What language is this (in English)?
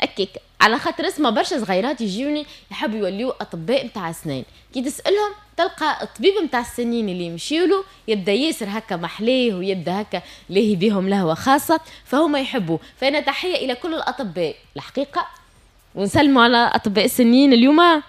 Tunisian Arabic